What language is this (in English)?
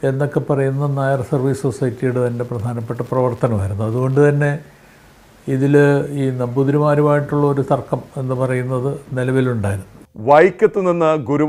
Malayalam